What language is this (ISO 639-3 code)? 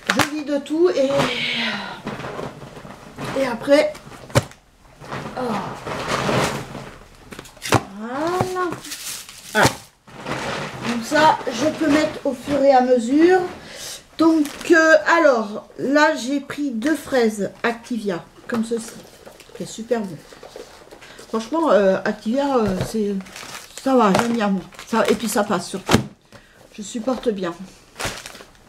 fra